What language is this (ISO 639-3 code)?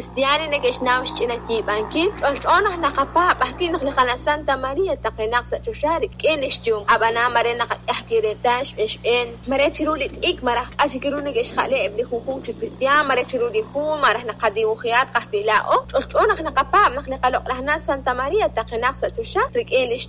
kek